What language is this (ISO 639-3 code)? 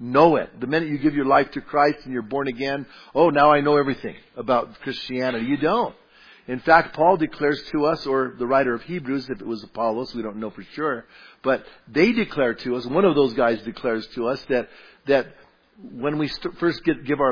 eng